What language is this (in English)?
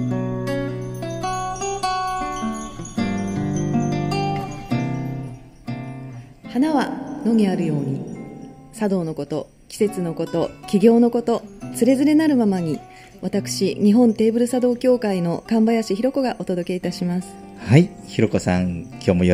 Japanese